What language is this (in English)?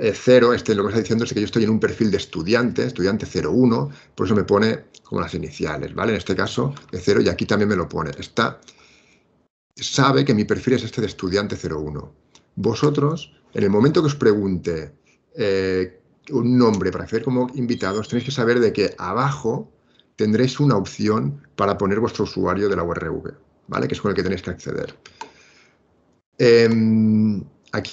Spanish